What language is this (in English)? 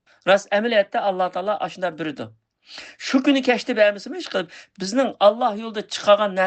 Uyghur